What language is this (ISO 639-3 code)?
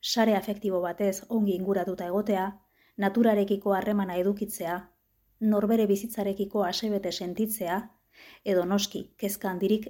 eus